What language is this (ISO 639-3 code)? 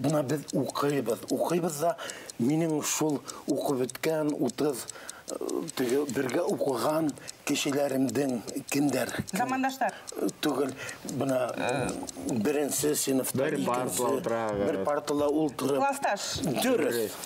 bak